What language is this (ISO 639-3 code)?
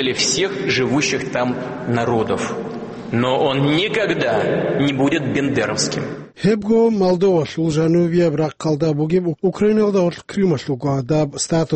ava